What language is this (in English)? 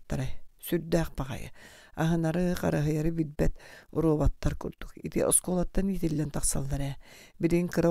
Yakut